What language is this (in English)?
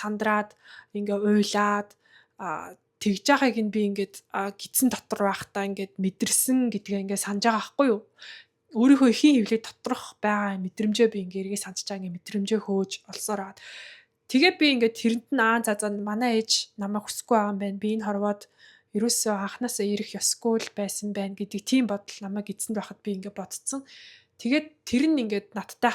Mongolian